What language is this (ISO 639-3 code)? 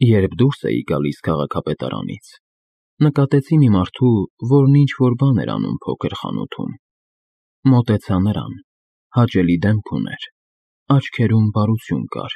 hye